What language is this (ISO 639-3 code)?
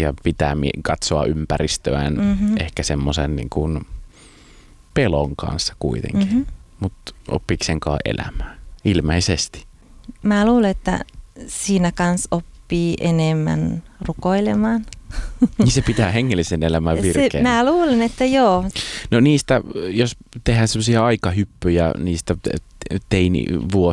fin